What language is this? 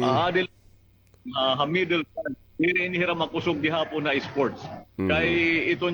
Waray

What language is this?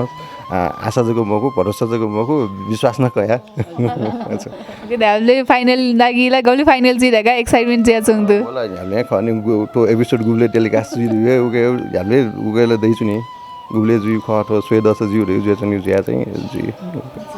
Newari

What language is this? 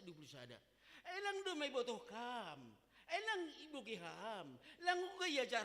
Batak Simalungun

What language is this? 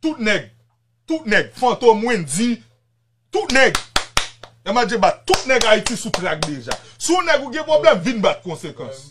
Haitian Creole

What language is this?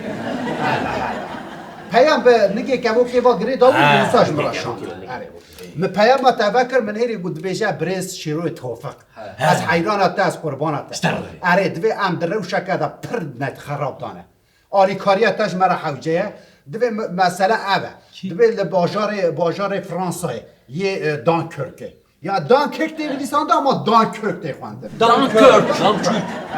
Kurdish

